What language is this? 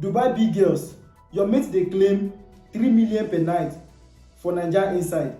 Nigerian Pidgin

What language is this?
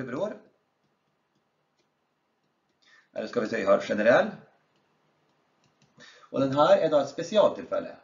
Norwegian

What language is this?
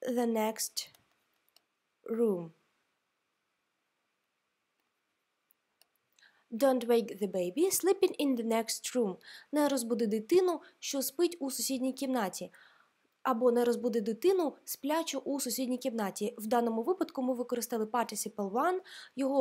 Ukrainian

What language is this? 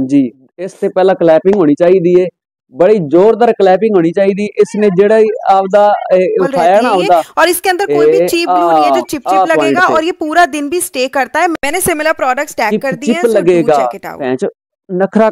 Punjabi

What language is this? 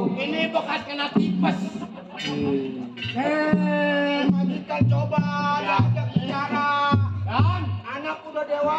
Betawi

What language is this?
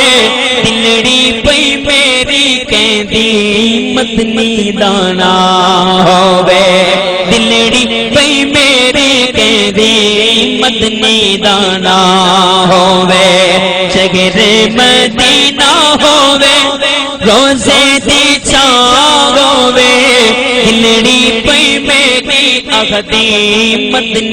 Saraiki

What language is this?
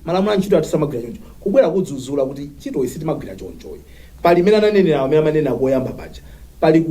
Nyanja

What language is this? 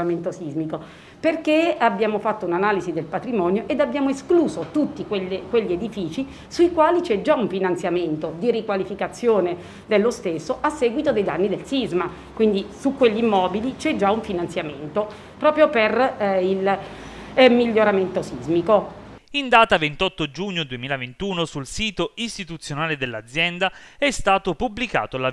Italian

